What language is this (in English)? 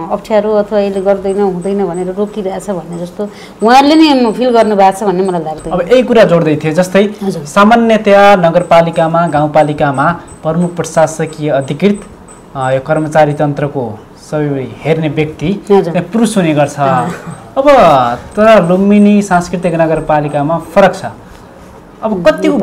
Nepali